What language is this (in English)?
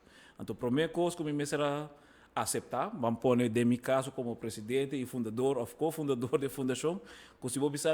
Papiamento